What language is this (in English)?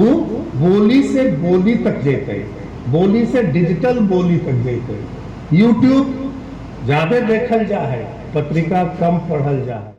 Magahi